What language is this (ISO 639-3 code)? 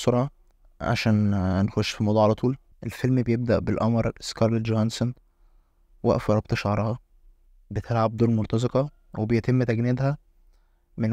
arz